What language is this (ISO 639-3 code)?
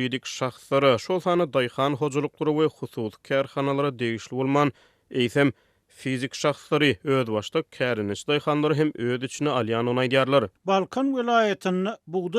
tuk